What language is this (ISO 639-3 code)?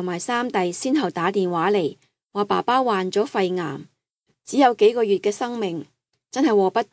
yue